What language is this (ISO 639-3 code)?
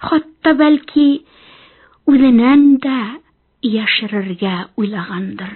bak